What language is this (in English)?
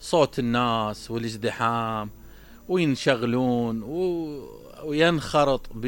Mesopotamian Arabic